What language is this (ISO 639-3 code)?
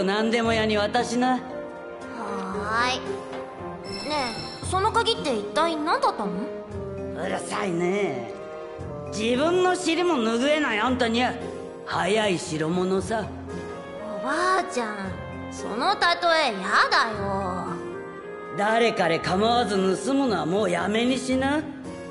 jpn